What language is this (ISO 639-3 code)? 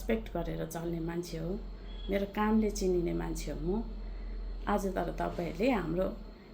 nep